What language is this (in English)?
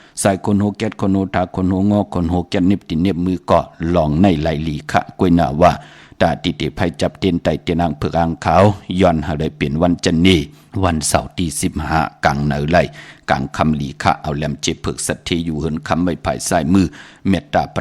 Shan